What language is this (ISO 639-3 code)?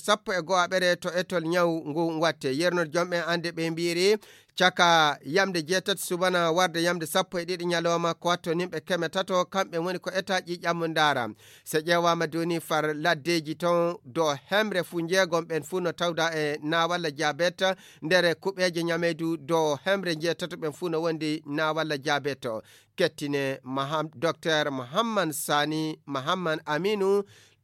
ful